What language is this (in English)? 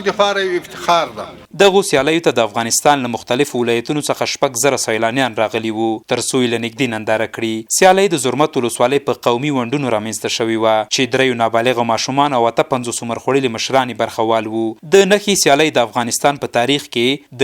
Pashto